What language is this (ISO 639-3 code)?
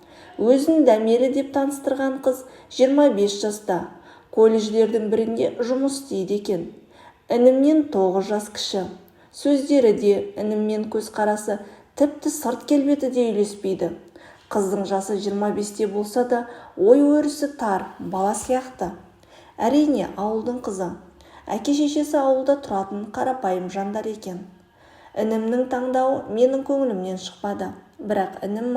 kaz